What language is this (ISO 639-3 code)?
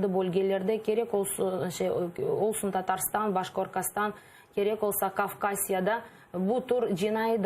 crh